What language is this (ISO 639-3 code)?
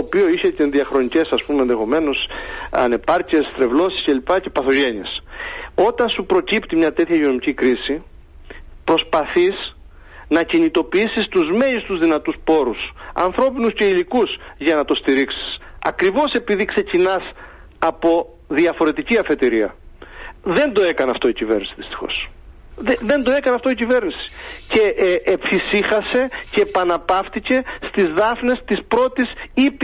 ell